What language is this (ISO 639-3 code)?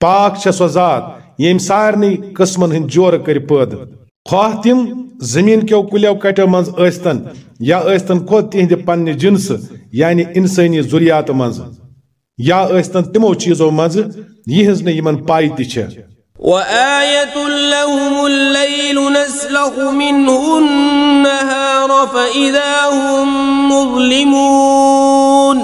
kas